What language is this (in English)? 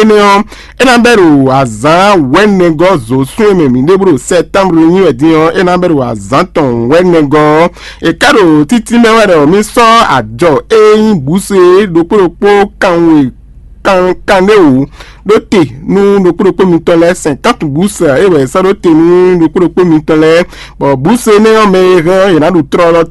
Fon